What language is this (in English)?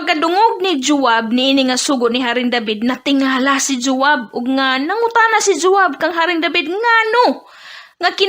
Cebuano